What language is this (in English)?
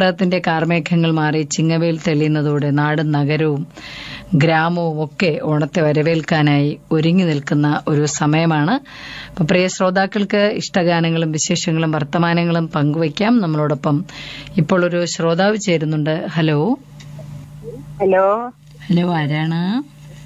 Malayalam